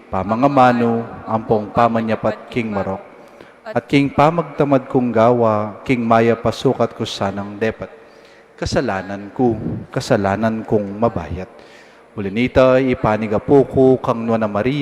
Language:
Pampanga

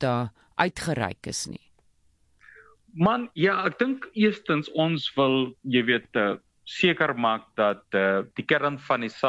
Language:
Afrikaans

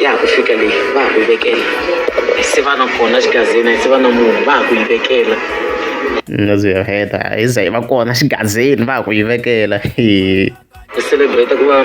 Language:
Tsonga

